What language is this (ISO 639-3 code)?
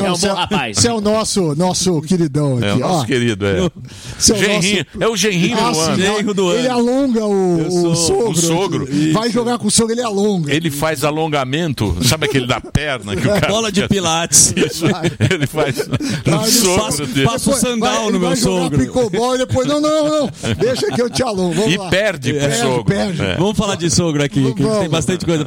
por